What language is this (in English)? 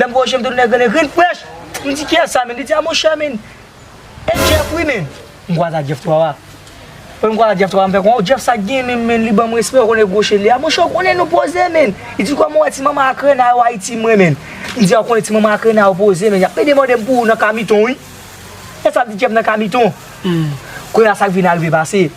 Haitian Creole